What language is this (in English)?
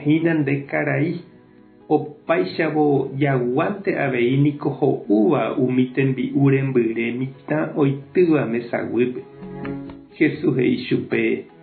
Guarani